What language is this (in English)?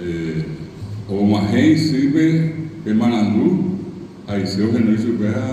Guarani